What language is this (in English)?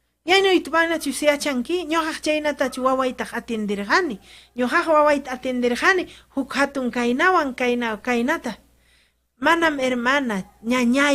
Ayacucho Quechua